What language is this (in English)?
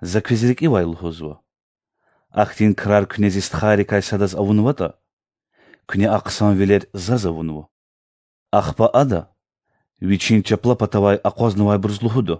Lezghian